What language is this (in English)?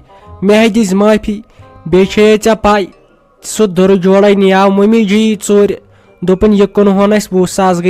Kashmiri